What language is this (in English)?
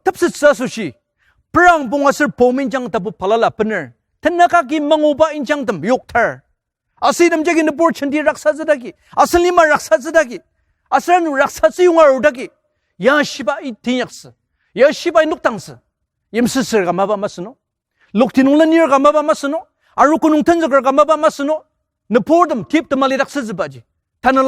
Ao Naga